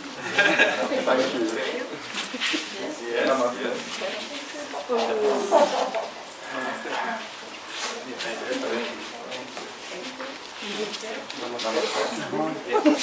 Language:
Swedish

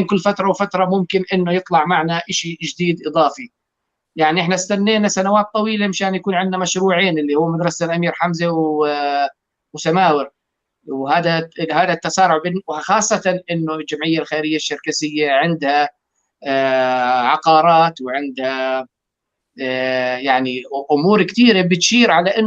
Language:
North Levantine Arabic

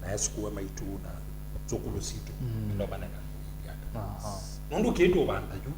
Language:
Kamba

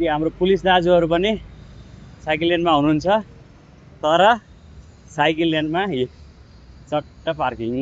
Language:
Nepali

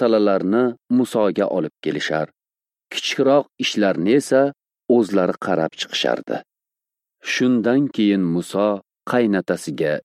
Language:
Uzbek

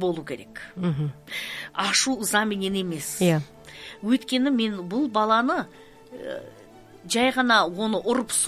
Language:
Kazakh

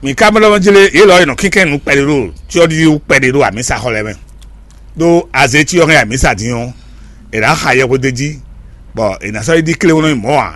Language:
Fon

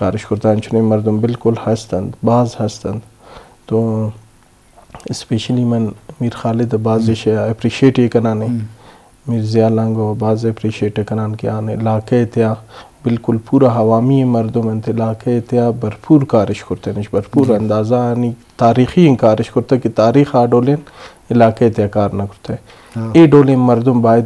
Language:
Eastern Balochi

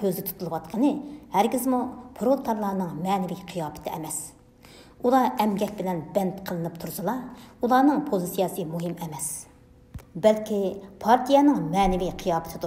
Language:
Uyghur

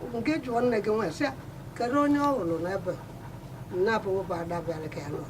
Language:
Igbo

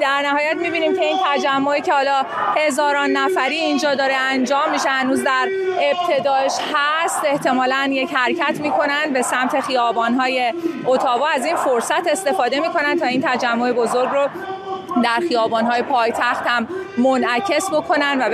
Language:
Persian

